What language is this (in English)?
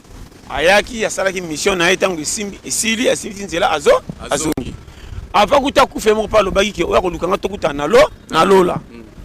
Lingala